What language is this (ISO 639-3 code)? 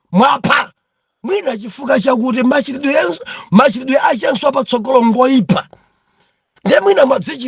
nya